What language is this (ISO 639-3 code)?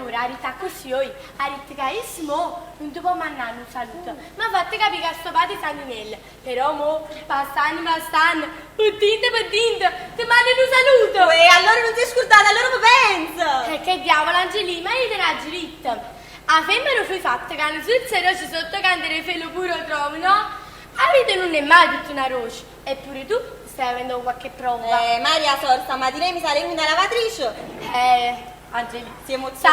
nap